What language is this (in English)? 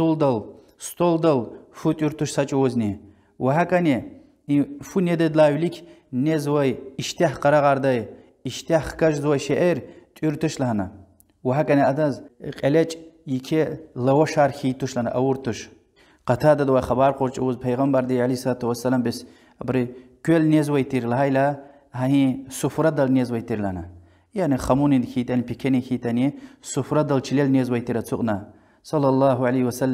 Lezghian